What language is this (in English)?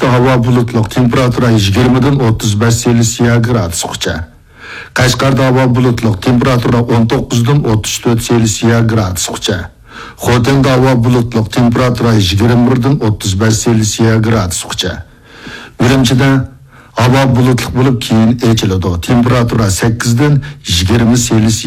Uyghur